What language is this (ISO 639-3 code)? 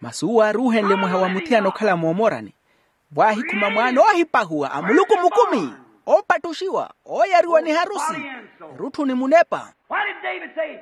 vmw